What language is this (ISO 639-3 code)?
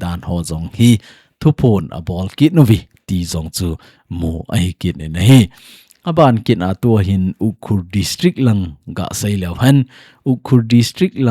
tcz